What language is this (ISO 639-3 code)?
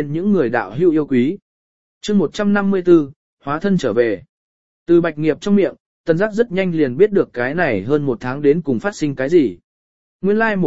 vie